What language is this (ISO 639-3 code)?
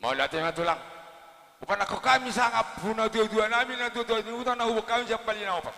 bbc